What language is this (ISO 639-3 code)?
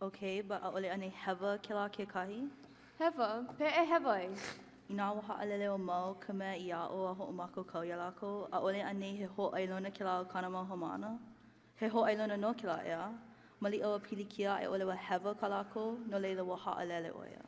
haw